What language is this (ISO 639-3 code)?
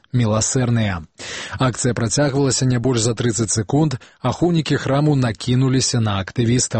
bel